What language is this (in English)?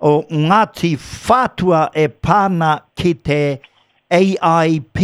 Māori